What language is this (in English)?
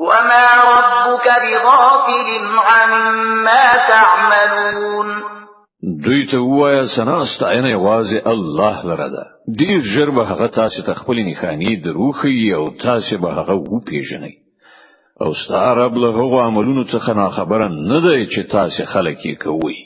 Pashto